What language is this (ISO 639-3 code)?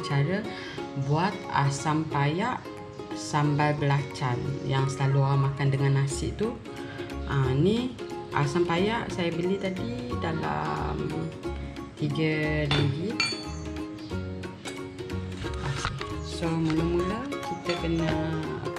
msa